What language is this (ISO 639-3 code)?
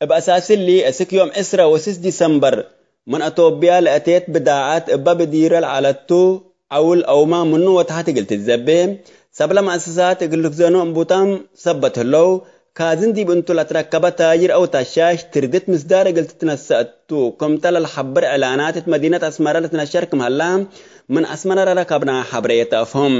tig